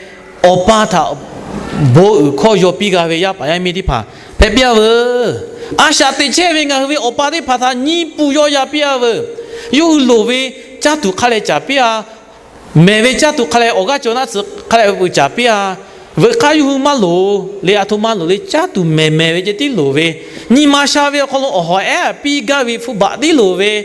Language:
Lahu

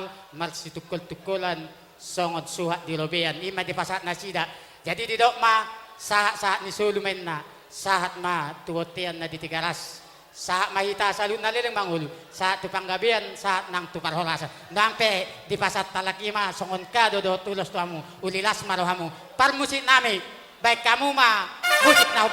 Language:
Batak Toba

